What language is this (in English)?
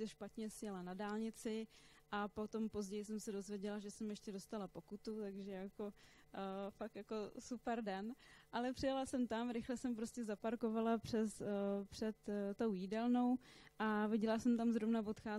Czech